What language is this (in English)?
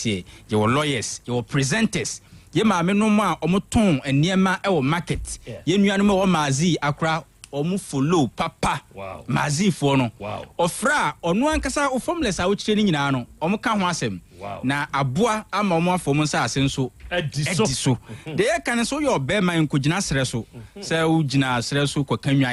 Akan